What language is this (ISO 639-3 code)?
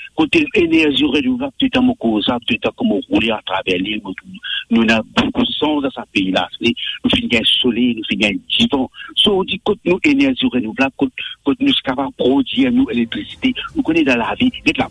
mfe